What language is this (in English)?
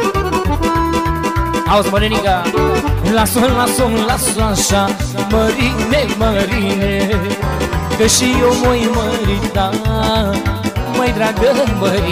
Romanian